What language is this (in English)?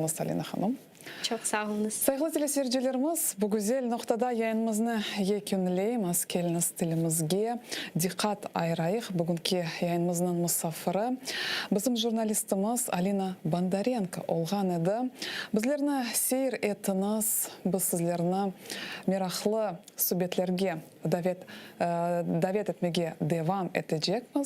Crimean Tatar